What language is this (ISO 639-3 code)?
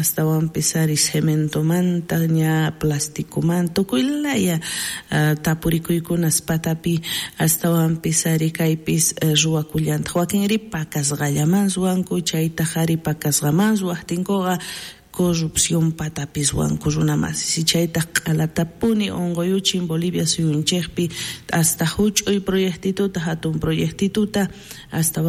quh